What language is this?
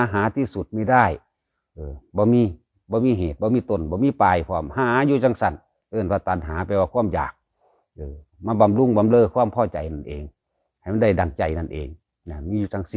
Northeastern Thai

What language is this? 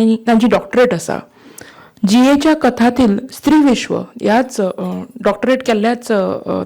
Konkani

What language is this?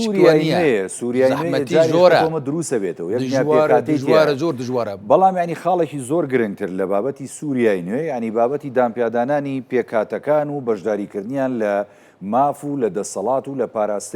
Central Kurdish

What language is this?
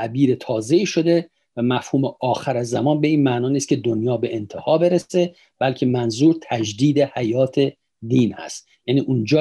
Persian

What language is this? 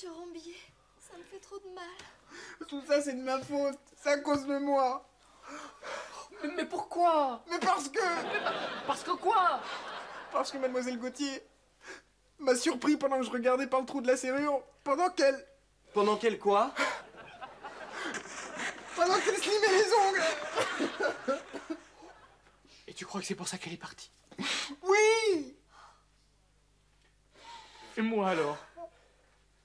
French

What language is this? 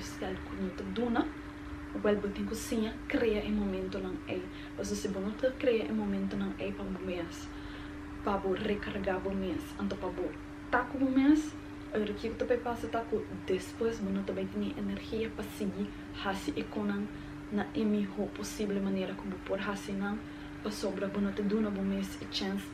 Papiamento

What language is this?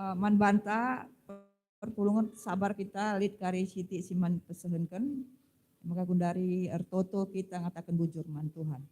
Batak Karo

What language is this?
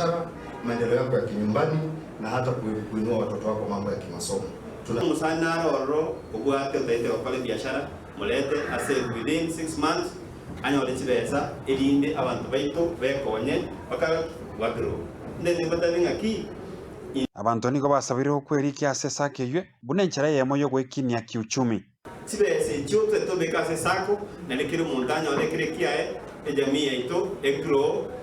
Gusii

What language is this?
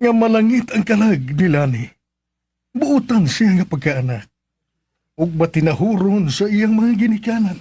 Cebuano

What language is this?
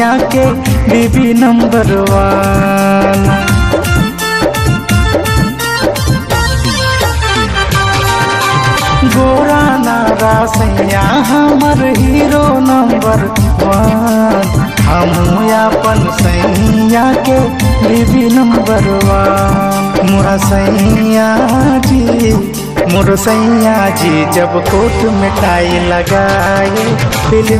Bhojpuri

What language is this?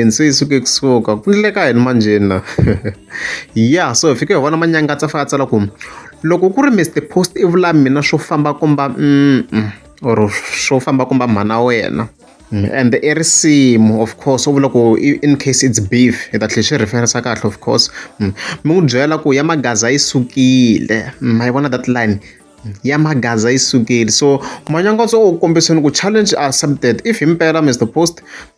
Tsonga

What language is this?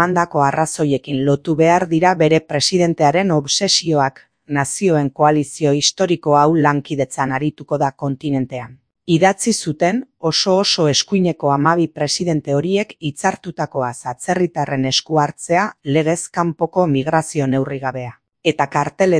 Basque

